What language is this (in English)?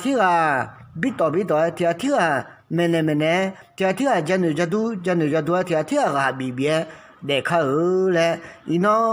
Akha